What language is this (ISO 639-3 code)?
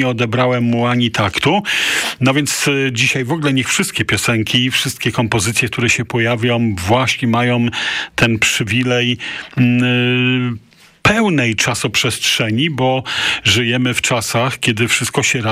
pol